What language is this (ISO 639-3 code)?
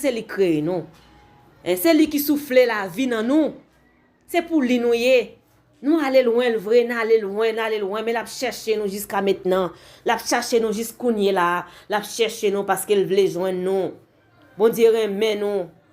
hat